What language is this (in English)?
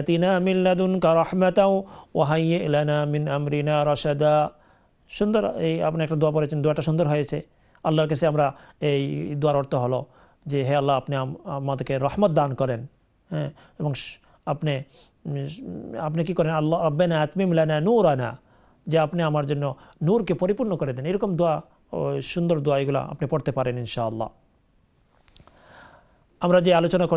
Bangla